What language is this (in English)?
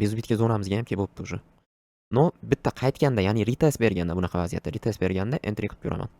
Uzbek